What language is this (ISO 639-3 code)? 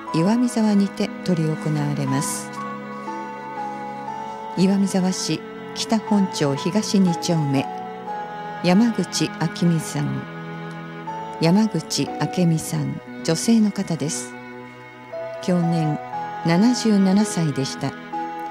jpn